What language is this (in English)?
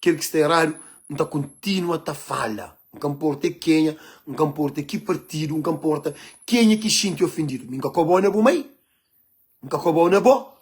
Kabuverdianu